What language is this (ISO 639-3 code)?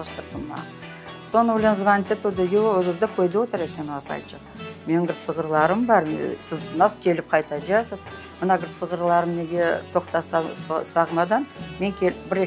crh